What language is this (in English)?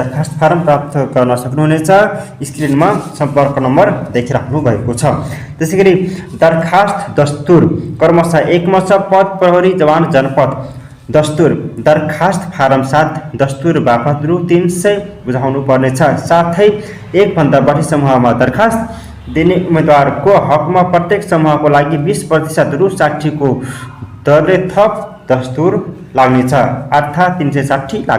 Nepali